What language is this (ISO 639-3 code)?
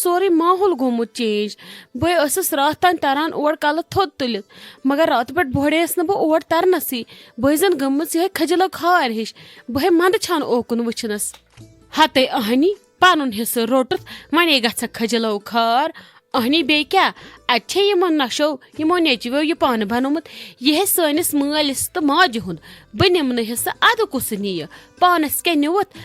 kas